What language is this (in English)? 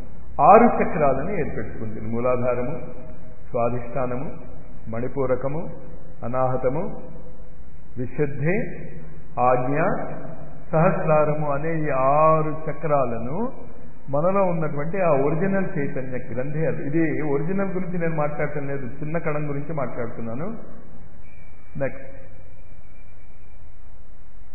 Telugu